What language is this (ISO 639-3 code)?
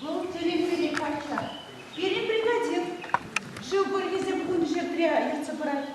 chv